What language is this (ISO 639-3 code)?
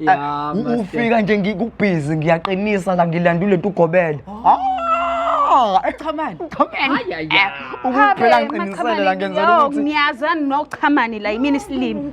zul